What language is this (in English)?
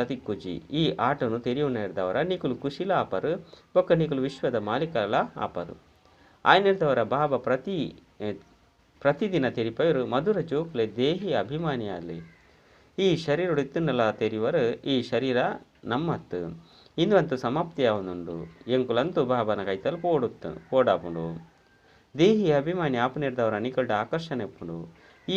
Tulu